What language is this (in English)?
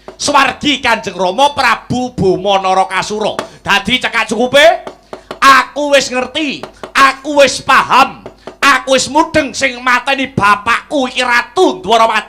Javanese